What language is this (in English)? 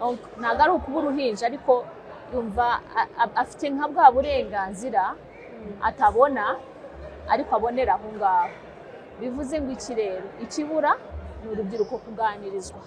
Kinyarwanda